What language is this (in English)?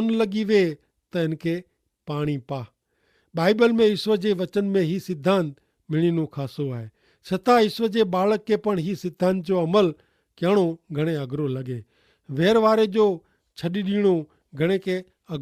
Kachhi